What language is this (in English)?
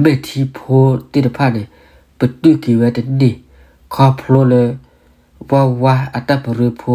S'gaw Karen